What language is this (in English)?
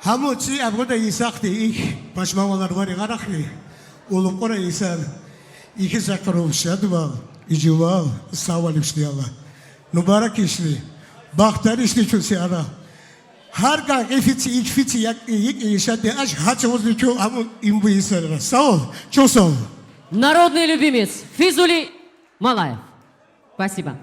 Tabassaran